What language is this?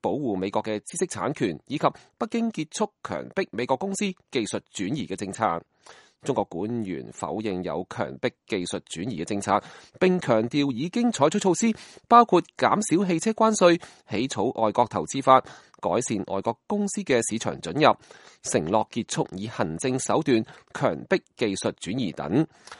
Cantonese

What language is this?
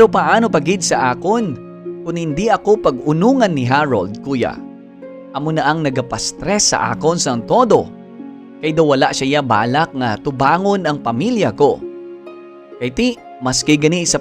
Hiligaynon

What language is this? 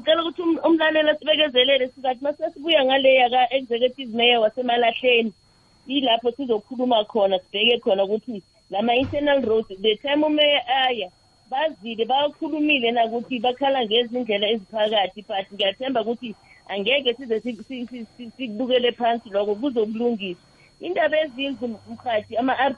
South Ndebele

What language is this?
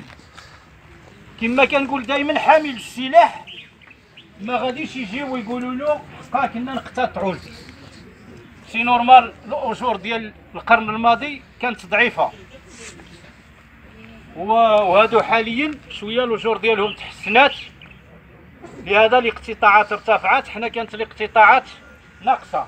Moroccan Arabic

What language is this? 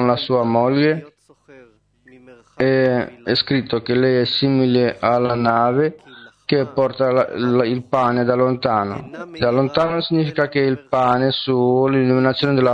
Italian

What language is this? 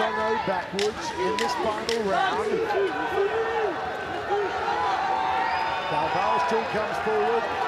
English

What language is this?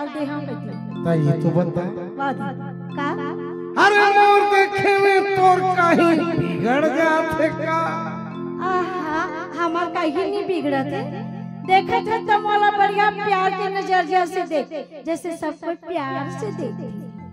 Chhattisgarhi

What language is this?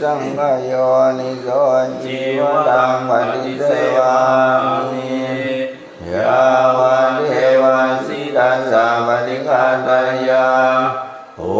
Pali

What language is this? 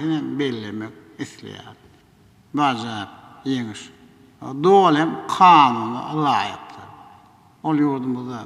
Turkmen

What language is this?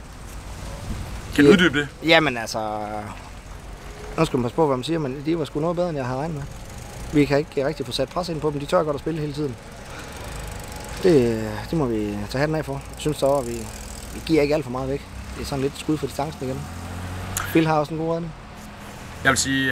Danish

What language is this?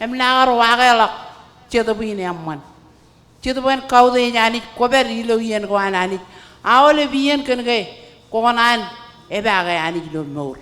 Marshallese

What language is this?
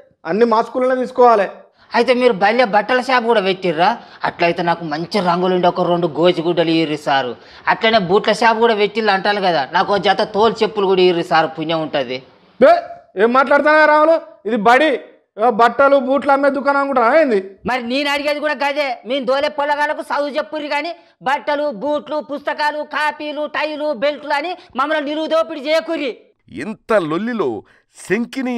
Telugu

